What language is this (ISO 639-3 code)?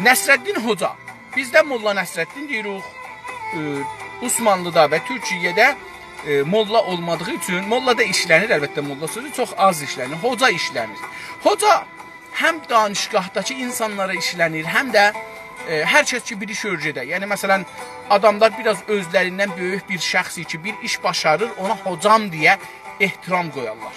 azb